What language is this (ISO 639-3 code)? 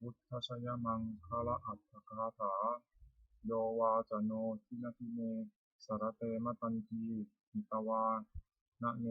pli